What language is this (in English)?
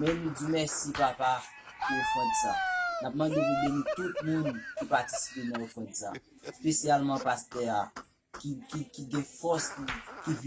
Haitian Creole